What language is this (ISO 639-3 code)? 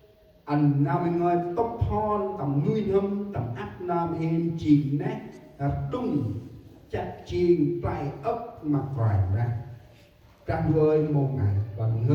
cmo